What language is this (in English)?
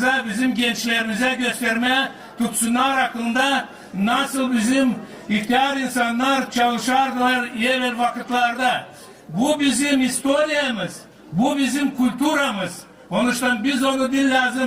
Gagauz